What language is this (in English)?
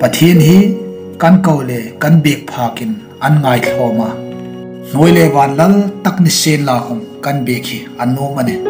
Hmar